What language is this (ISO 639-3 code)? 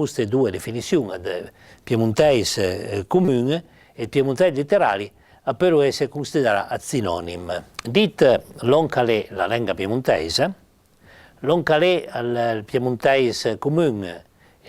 pms